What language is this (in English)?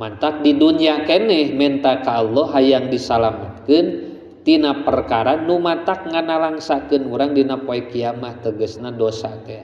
Sundanese